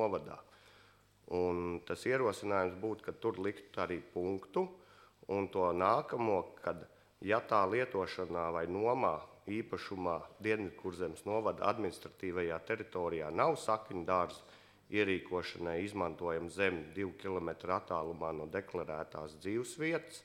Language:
Latvian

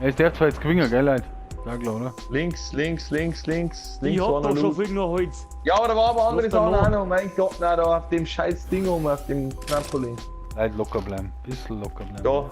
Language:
Bavarian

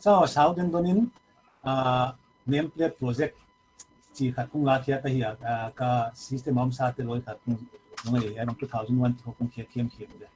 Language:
Paite Chin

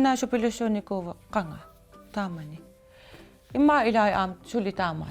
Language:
Kalaallisut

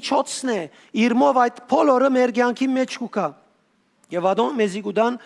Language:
Western Armenian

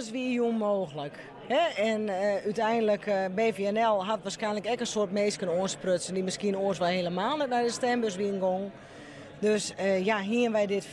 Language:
Western Frisian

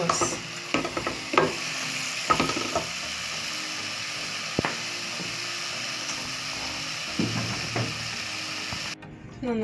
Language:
Kinyarwanda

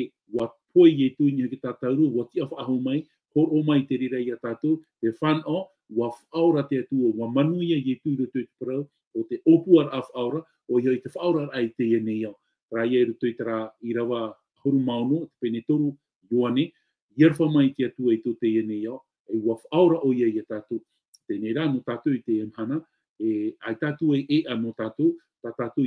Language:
Tahitian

